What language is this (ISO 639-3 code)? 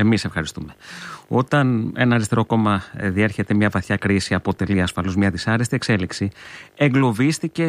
ell